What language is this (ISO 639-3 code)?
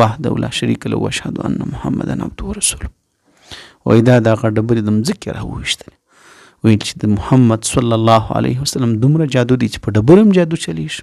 pus